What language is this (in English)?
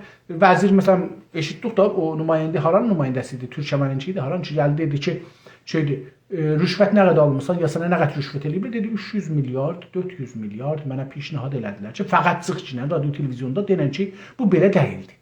South Azerbaijani